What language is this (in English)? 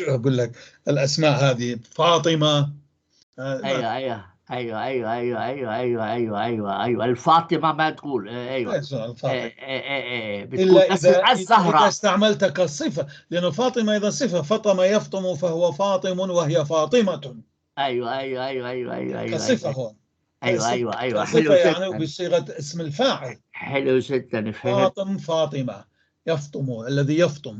North Levantine Arabic